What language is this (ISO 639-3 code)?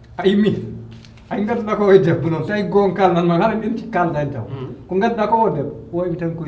ful